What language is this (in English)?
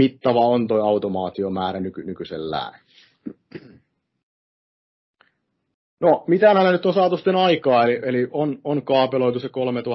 Finnish